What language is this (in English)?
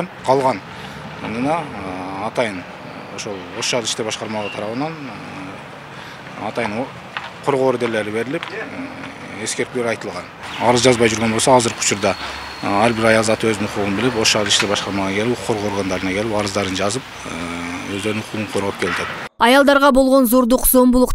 Kyrgyz